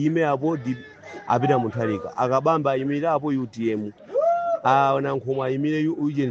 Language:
Nyanja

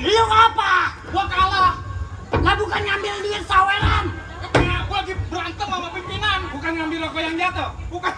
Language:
Betawi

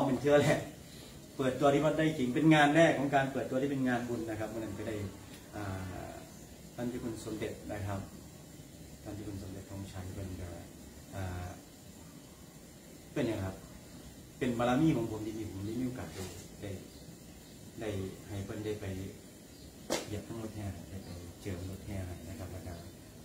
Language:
Thai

